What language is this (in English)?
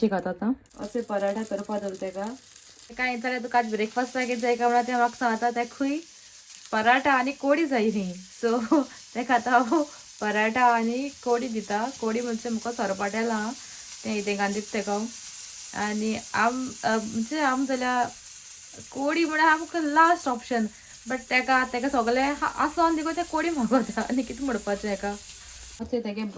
Konkani